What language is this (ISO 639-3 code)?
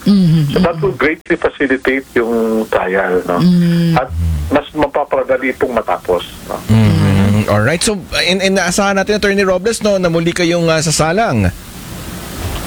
fil